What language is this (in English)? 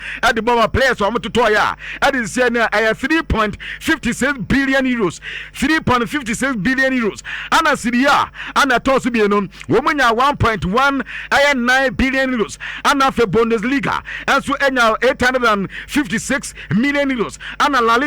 Akan